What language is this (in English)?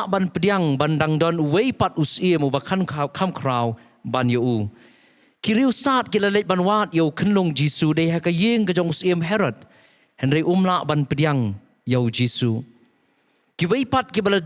Khasi